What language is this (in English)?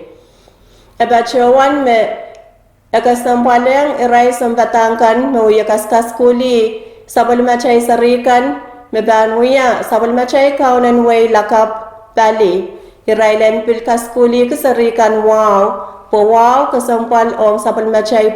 Pohnpeian